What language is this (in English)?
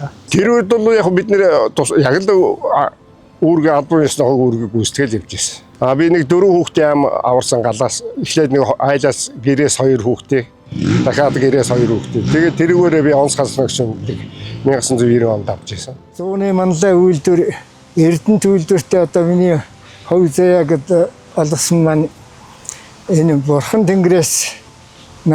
Mongolian